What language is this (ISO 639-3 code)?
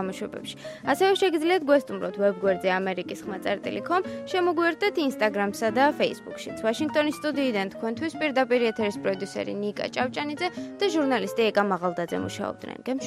kat